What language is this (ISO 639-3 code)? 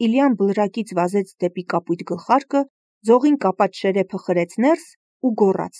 hye